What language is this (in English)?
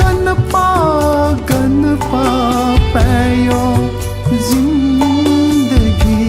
Newari